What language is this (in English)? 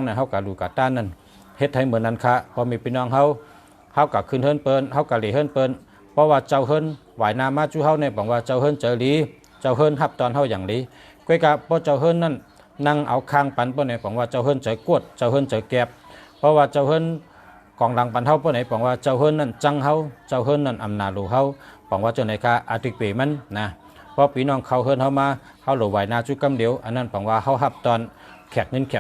Shan